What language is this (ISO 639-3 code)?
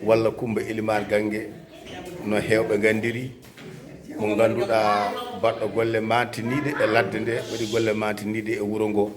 ful